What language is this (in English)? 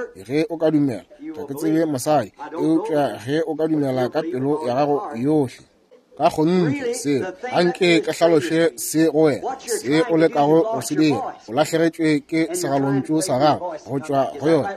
Northern Sotho